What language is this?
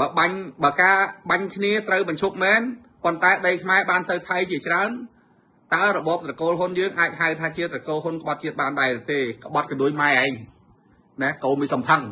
Khmer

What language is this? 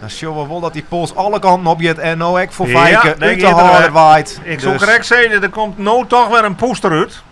Western Frisian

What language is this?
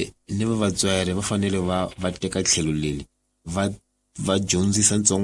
Tsonga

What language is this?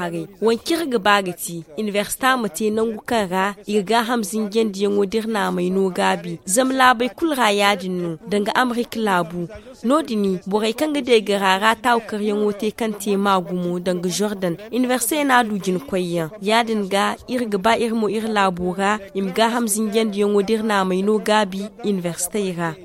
Zarma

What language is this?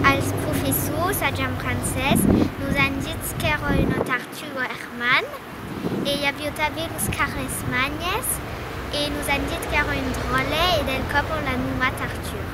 Occitan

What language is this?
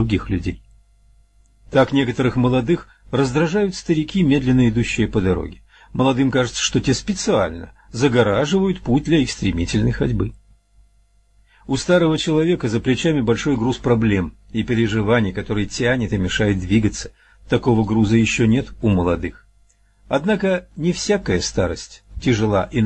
Russian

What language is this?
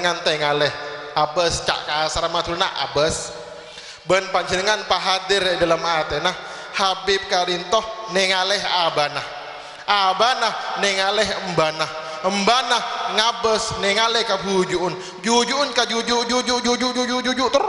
Madurese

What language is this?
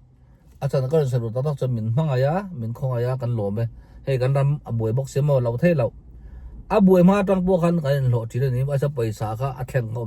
Mizo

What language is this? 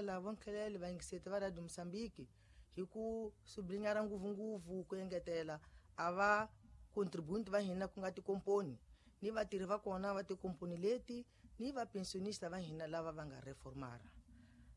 Tsonga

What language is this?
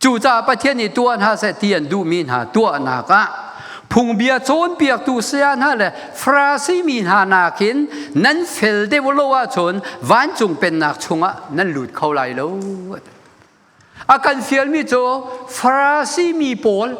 Hakha Chin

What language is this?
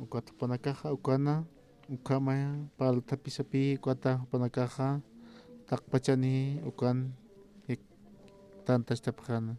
Aymara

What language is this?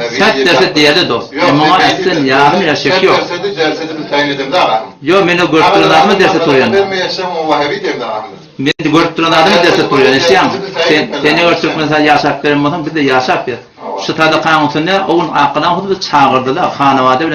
Turkmen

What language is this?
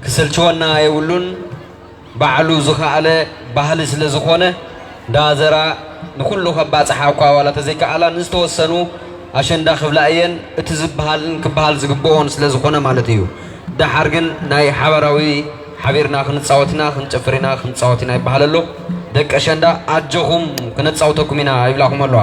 Tigrinya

